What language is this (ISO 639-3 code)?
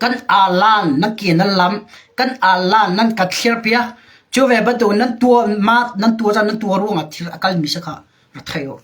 cnh